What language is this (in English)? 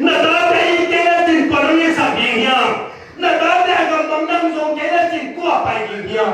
Tedim Chin